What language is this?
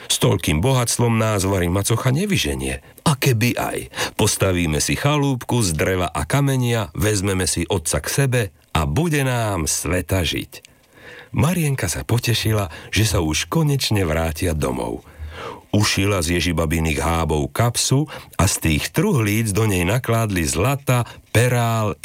Slovak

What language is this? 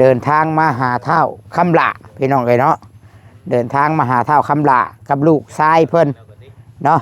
Northeastern Thai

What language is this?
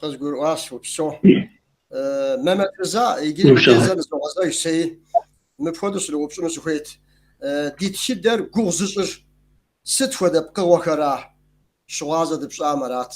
Kabardian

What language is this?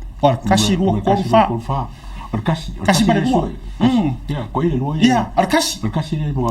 Samoan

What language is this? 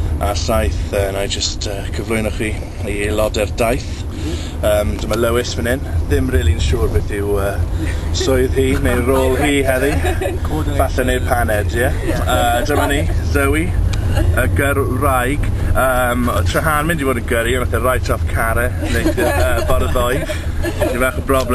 Welsh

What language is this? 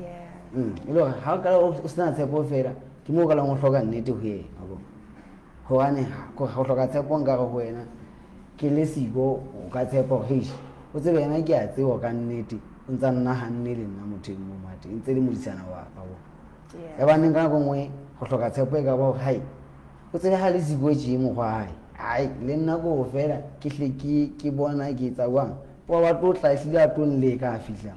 Southern Sotho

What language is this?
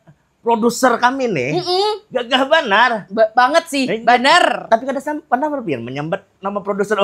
Banjar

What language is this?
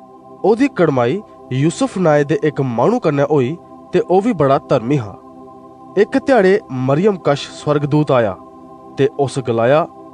Dogri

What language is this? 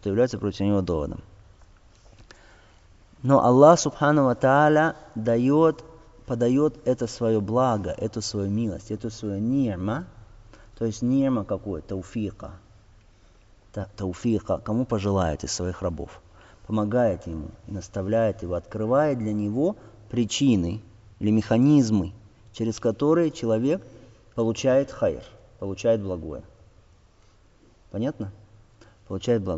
Russian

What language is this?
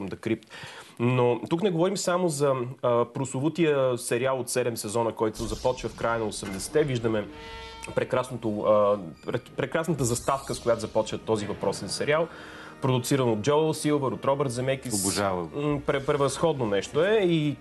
Bulgarian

